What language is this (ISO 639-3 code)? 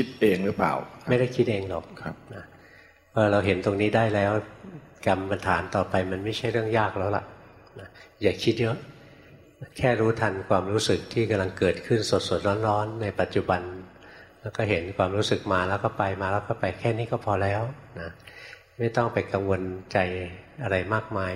tha